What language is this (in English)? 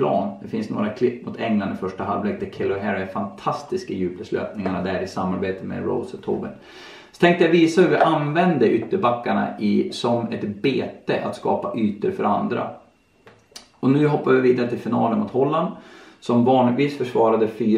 Swedish